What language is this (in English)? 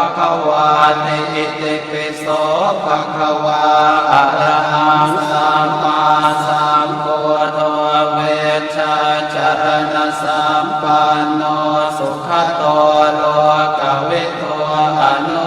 Pali